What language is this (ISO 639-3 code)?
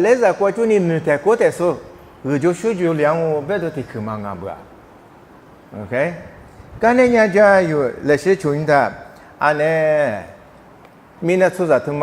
lis